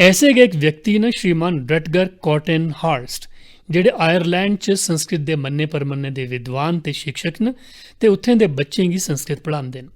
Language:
Dogri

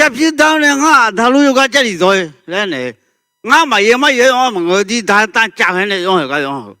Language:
Akha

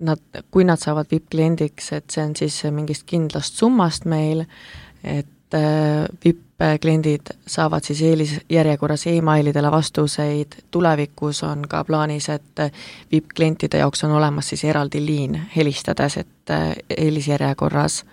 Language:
Estonian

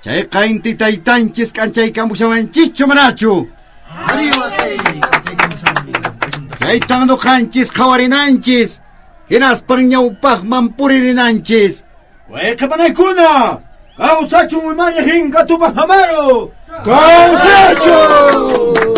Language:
Quechua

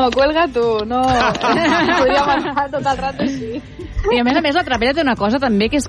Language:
Catalan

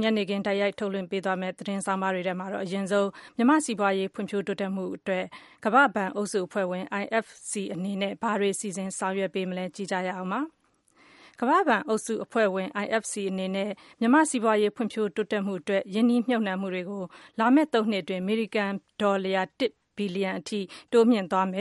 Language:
Burmese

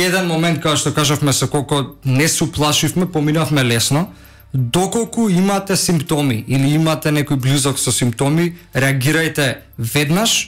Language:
Macedonian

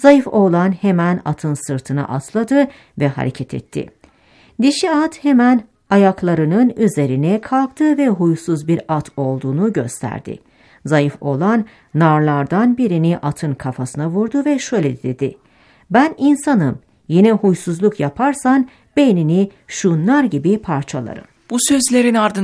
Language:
Turkish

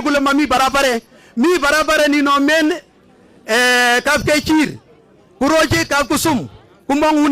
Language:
Swahili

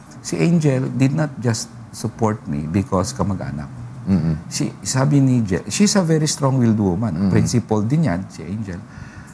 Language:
Filipino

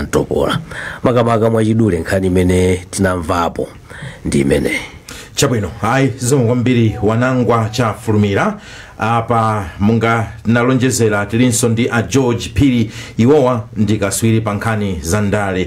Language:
Nyanja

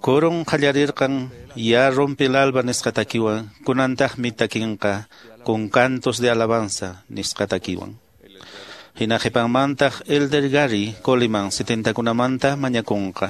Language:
Quechua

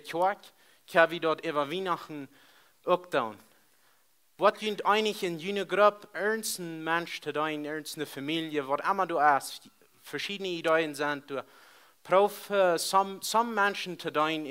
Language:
Plautdietsch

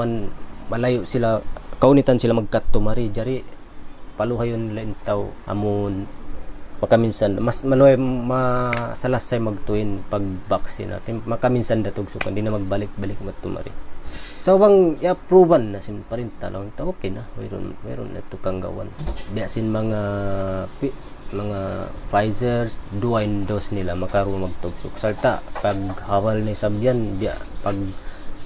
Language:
Tausug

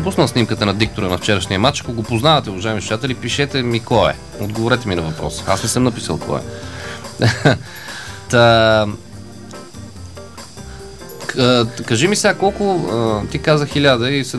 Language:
Bulgarian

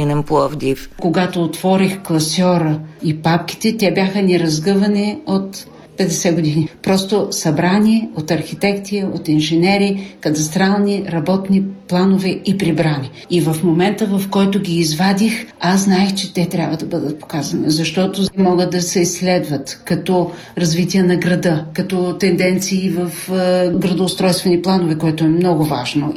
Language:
Bulgarian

